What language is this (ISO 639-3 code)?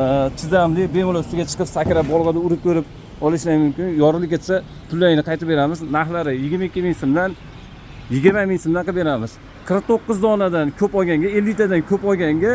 uzb